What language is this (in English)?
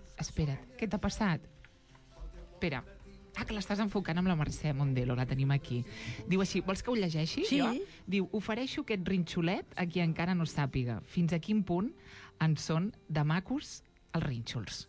Catalan